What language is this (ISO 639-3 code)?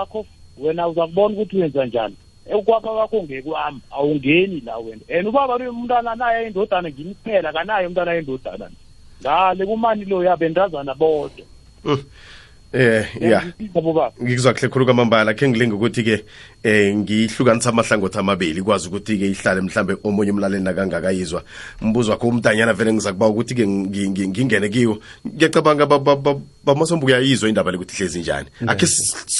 nbl